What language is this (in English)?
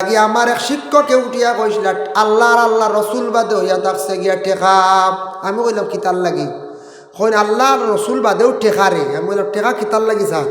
Sylheti